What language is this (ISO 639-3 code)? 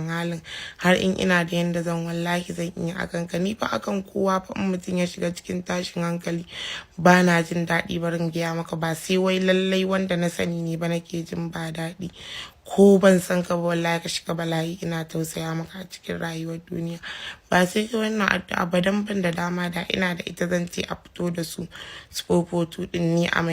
hau